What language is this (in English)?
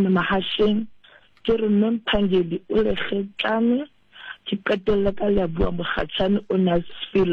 Southern Sotho